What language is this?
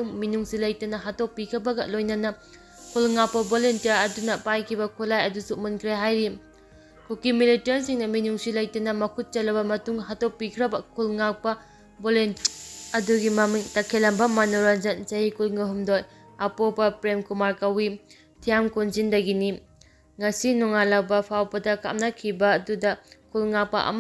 Manipuri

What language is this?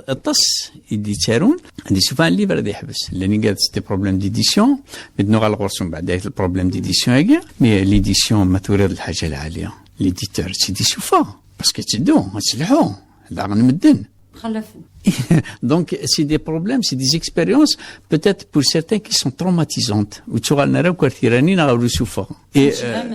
Kabyle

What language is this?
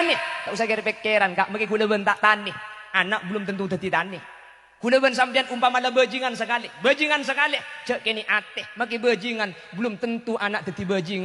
Madurese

